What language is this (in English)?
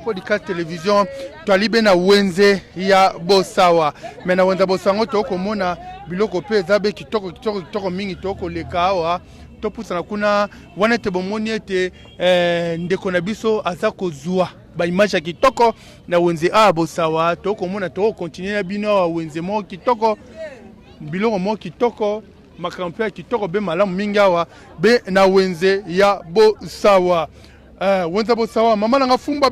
Lingala